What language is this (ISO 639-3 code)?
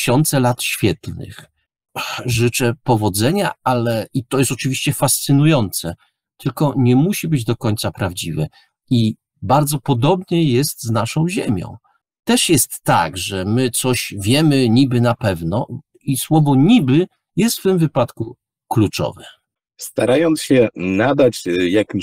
pol